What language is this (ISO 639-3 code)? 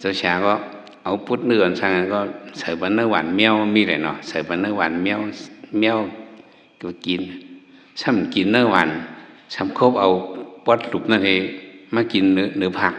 shn